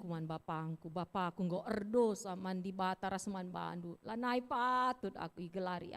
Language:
Batak Karo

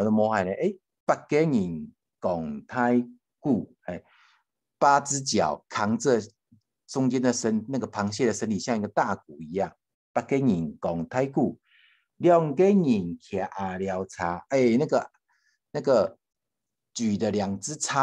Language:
Hakka Chinese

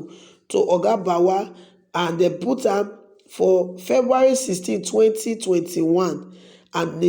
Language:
Nigerian Pidgin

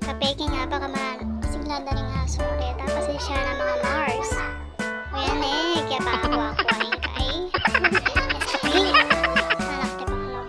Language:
Pampanga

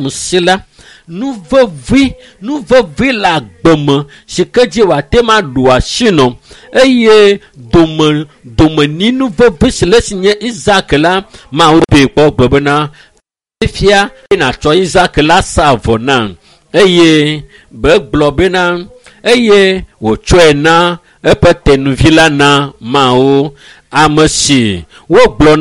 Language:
Ewe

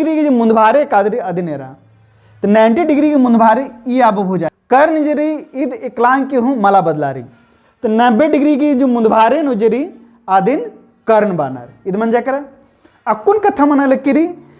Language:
Kurukh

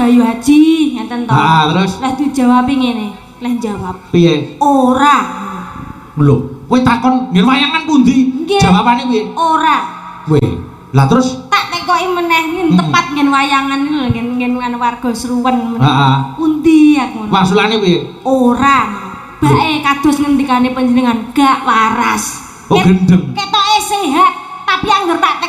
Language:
Javanese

